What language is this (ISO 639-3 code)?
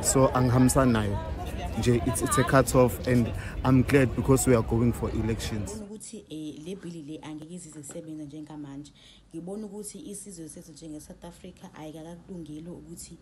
zul